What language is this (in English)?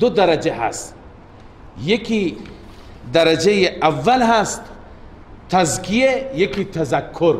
Persian